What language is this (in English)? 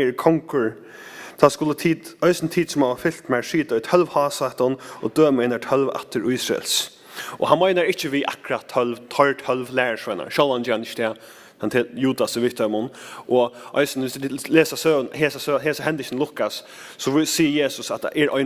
Faroese